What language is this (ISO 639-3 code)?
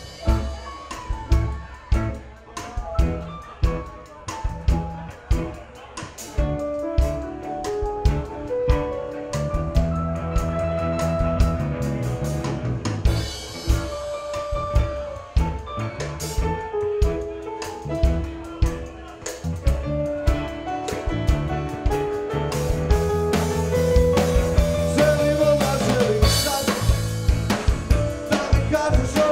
srp